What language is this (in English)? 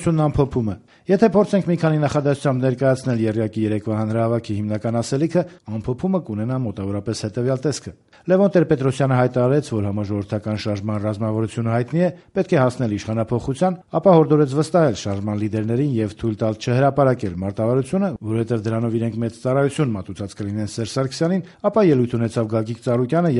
Armenian